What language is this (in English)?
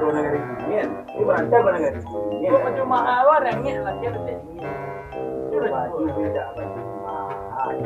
Minangkabau